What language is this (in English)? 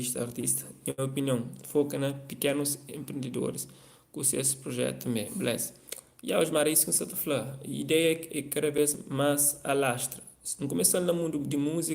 Kabuverdianu